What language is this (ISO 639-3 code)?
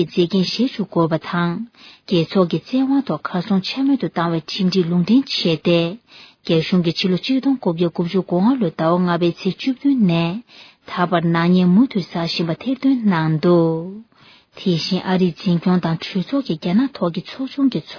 bod